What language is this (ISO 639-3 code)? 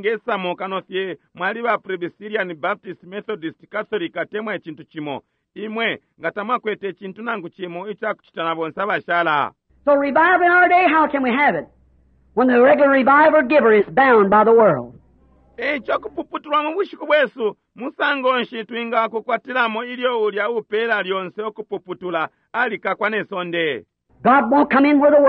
bem